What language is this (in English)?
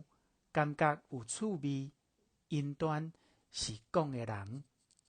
Min Nan Chinese